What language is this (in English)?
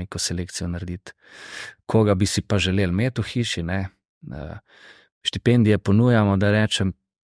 Slovenian